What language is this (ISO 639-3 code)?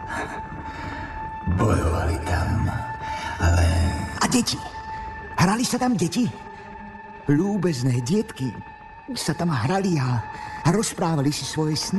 slk